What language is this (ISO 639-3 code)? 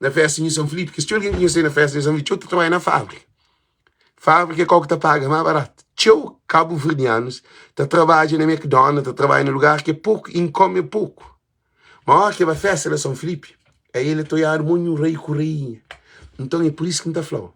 kea